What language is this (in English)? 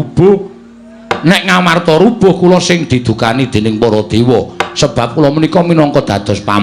Javanese